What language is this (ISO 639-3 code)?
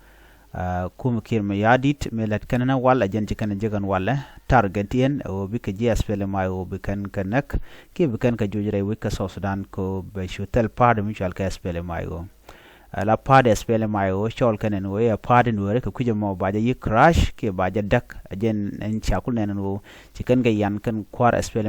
nus